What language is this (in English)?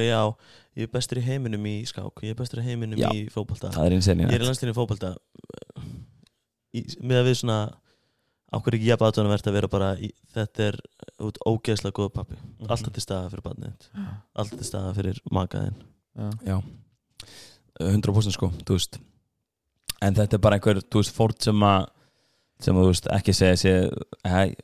Icelandic